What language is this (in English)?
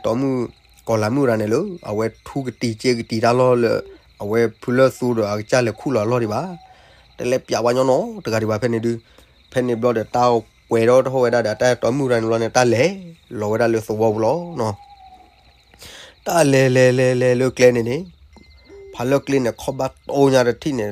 S'gaw Karen